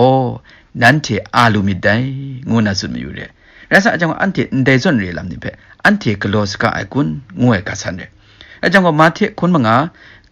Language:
Kachin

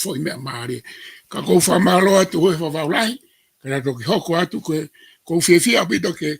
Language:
Tongan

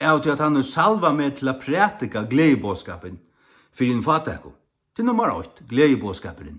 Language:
Faroese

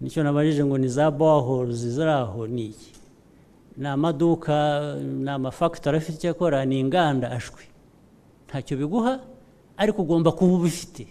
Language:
Kinyarwanda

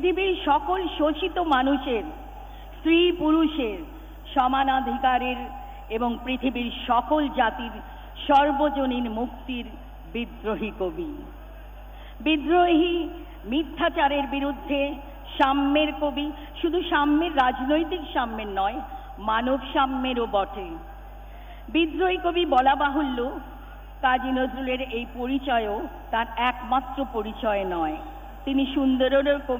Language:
Bangla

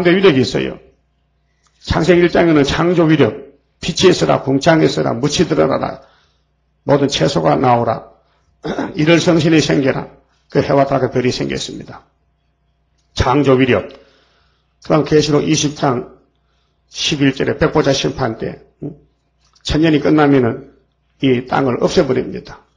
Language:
Korean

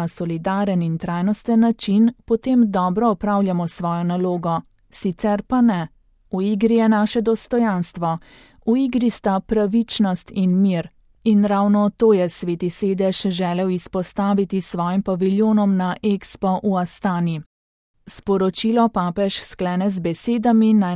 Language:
Slovenian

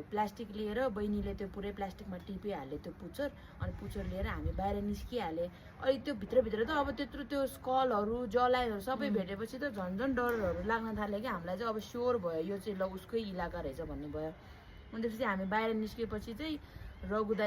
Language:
Nepali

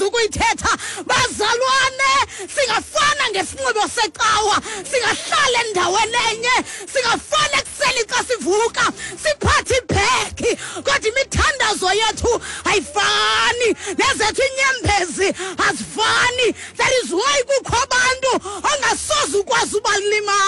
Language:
Xhosa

